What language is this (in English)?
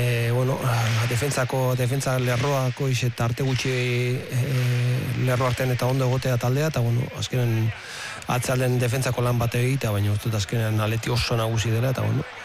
Basque